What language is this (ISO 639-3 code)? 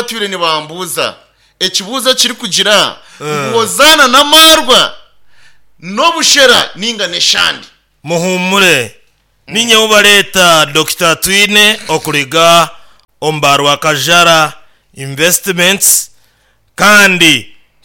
nyn